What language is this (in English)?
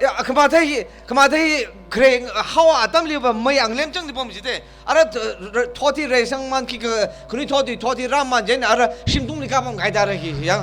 Tangkhul Naga (India)